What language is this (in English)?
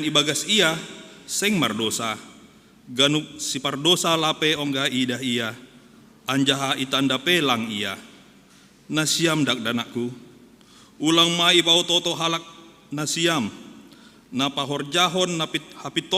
Batak Simalungun